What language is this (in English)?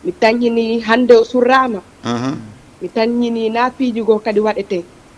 Fula